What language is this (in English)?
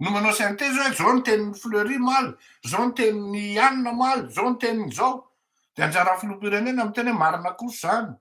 Malagasy